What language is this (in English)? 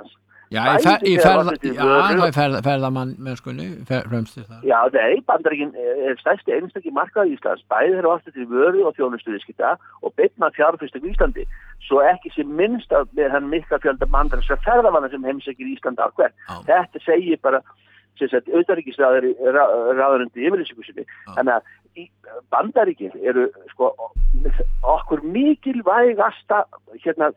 Icelandic